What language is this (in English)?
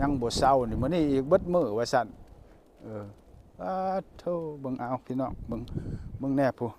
Lao